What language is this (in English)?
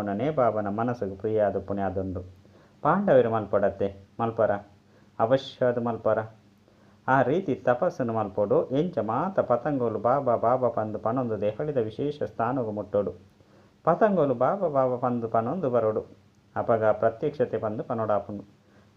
Tulu